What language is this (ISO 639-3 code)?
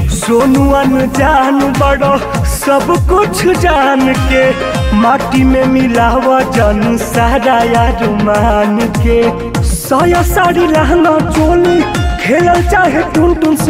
bho